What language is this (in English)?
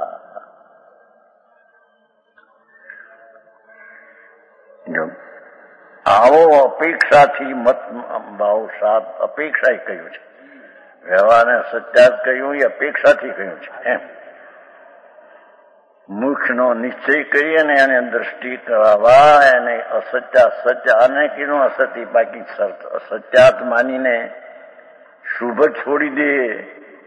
Gujarati